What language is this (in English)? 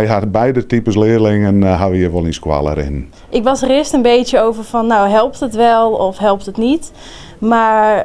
Western Frisian